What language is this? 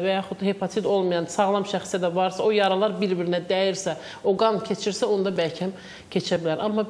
Azerbaijani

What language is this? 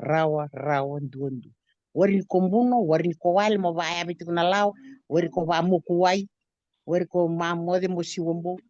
Fijian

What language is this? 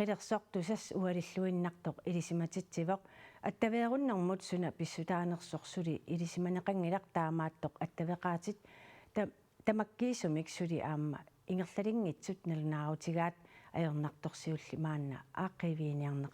Kalaallisut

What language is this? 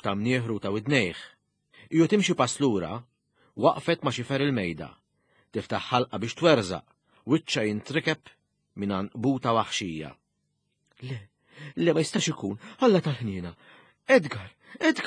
Maltese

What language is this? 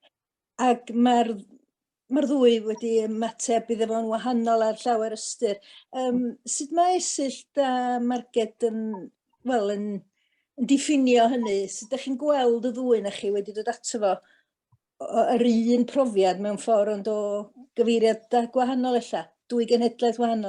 Welsh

